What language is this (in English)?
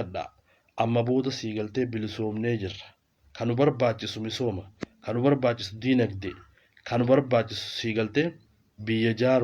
Oromo